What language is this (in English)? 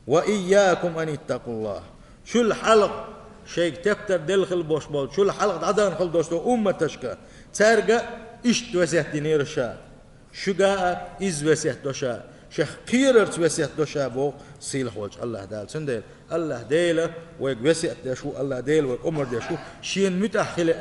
Chechen